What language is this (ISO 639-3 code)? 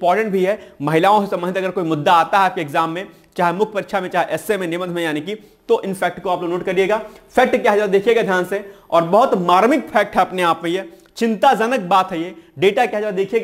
hin